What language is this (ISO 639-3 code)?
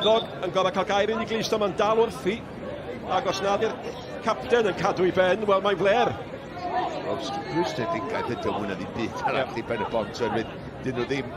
cym